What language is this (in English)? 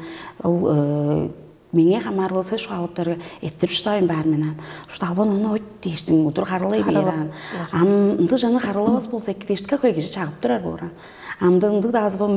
Tuvinian